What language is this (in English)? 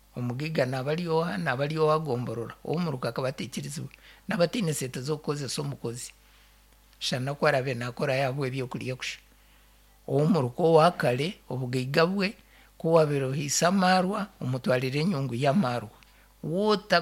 Nyankole